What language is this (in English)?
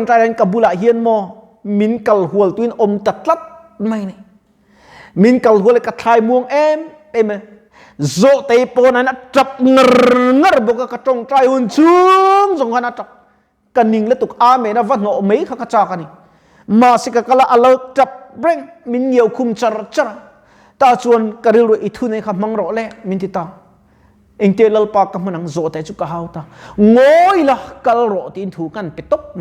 Mizo